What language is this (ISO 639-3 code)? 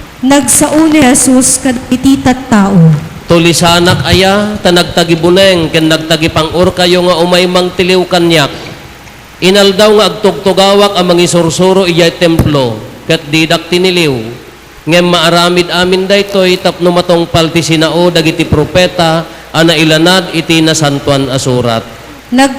ilo